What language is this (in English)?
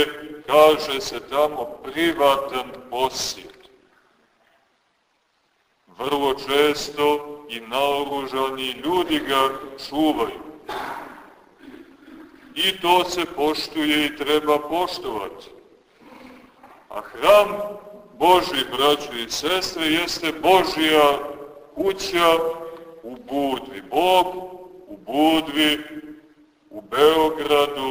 Serbian